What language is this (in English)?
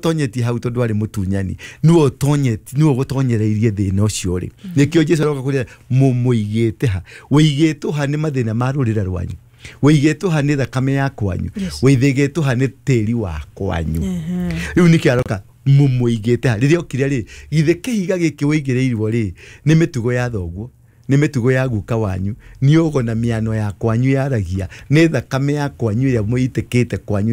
Kikuyu